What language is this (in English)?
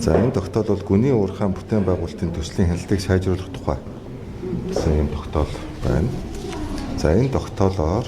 Mongolian